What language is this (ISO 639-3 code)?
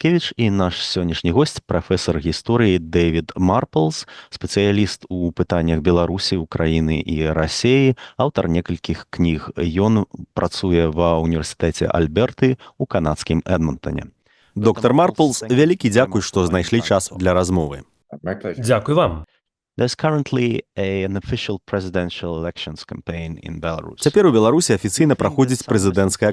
bel